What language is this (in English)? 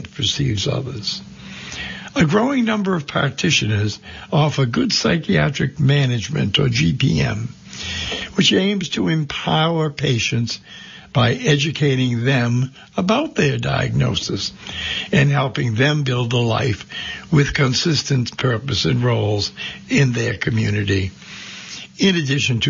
English